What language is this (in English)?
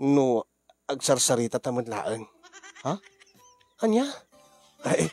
Iloko